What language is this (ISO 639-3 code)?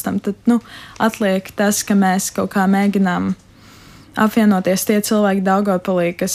lav